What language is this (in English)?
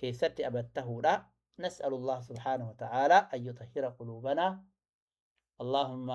Oromo